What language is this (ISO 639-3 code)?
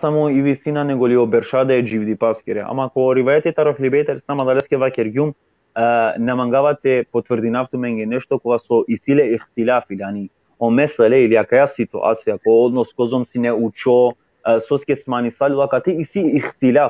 rmn